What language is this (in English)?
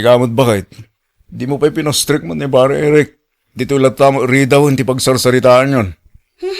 Iloko